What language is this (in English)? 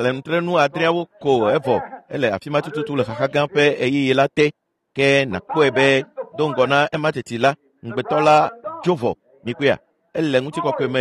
Ewe